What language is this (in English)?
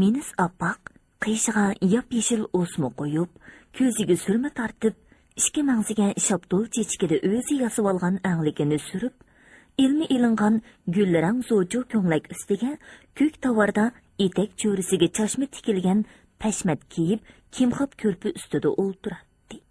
Uyghur